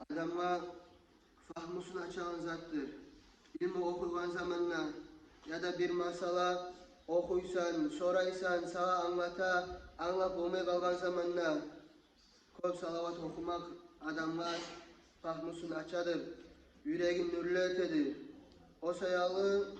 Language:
Kumyk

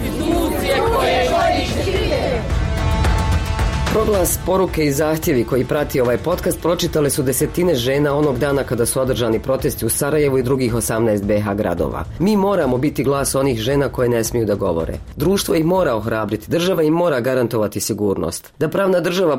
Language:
Bosnian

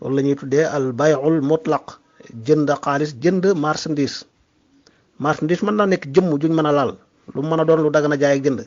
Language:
Wolof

